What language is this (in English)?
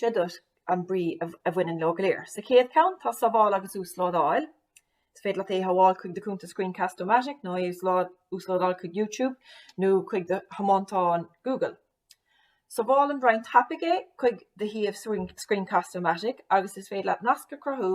Irish